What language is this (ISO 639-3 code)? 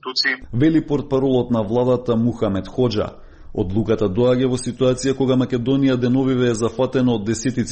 mkd